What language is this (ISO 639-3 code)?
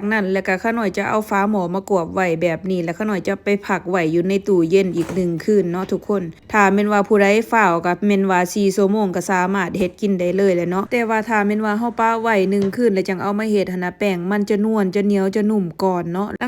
lao